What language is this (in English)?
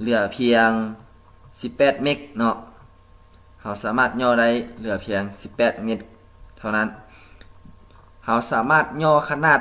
Lao